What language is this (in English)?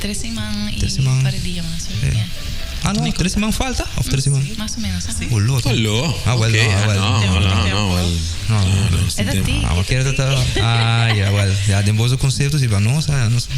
Papiamento